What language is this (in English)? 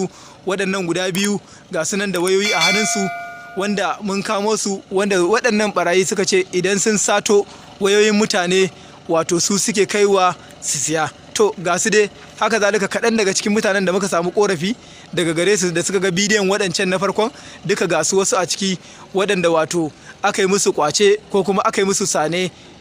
Hausa